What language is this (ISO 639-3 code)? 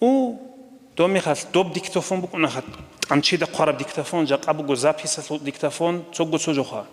ava